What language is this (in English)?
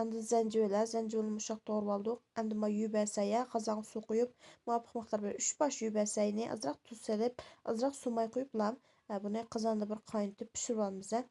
Uyghur